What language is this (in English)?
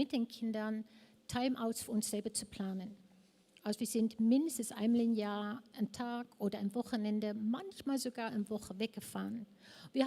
Swiss German